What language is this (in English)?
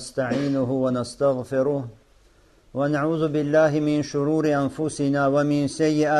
Russian